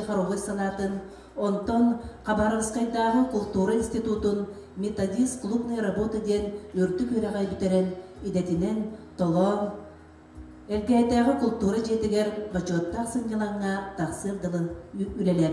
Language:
Yakut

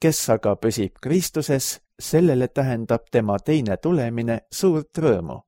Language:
Estonian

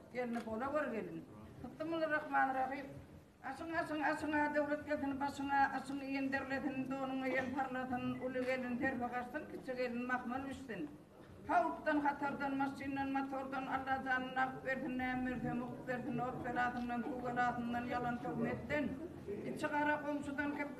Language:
Turkmen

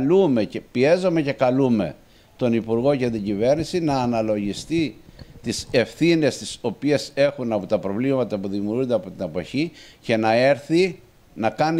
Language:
Greek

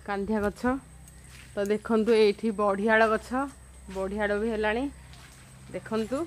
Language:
Odia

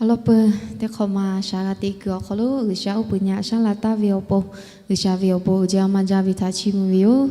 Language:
Lahu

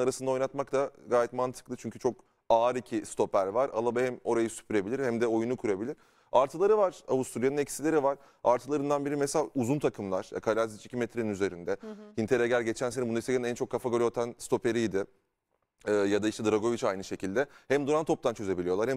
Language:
Turkish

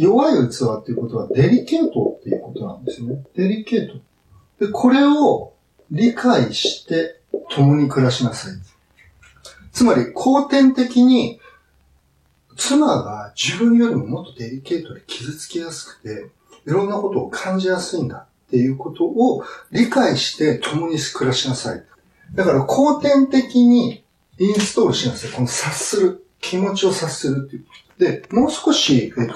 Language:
Japanese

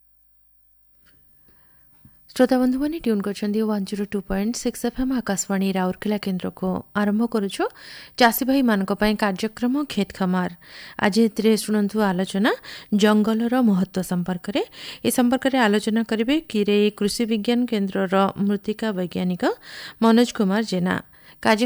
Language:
Odia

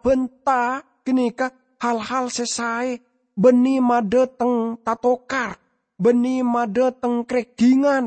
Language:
Madurese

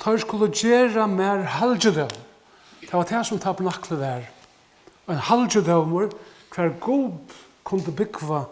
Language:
Faroese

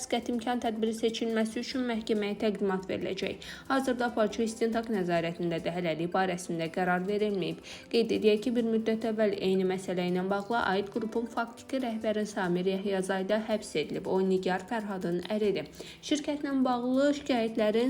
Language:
Azerbaijani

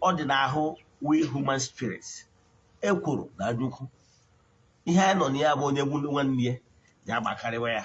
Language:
Igbo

